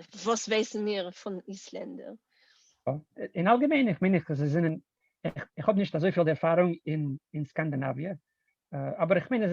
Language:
Yiddish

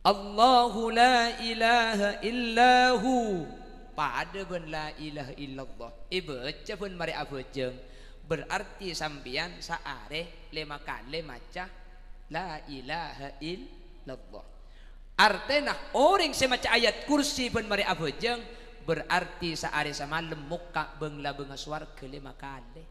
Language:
Madurese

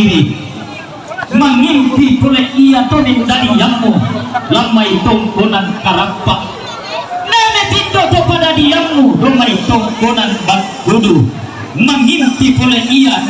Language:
Toraja-Sa'dan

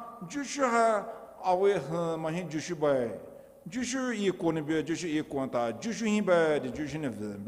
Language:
Poumei Naga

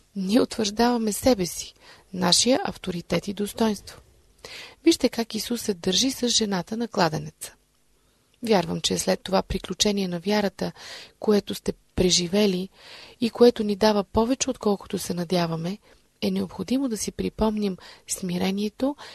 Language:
Bulgarian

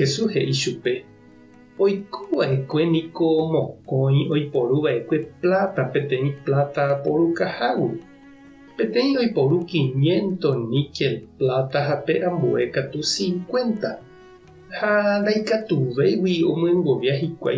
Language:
Guarani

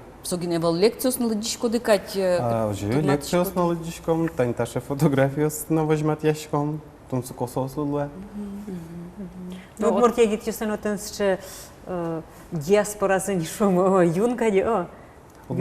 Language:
Udmurt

